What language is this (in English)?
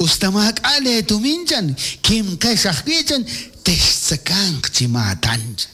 Kekchí